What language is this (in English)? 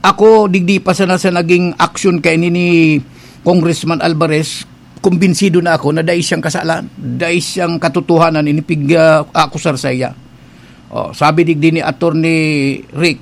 Bikol